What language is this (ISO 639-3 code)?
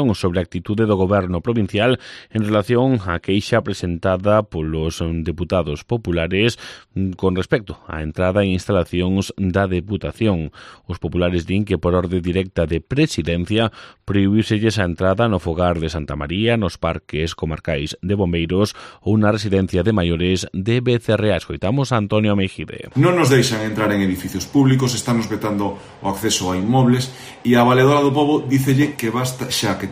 glg